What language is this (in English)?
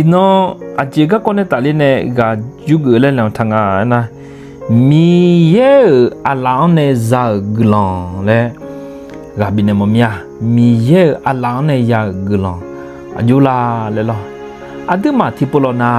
Akha